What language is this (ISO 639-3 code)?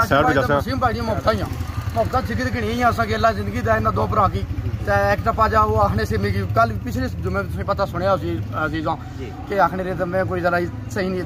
phr